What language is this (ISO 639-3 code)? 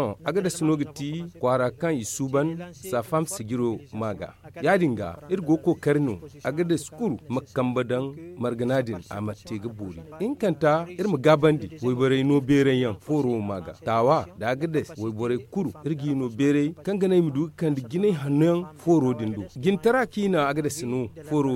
dje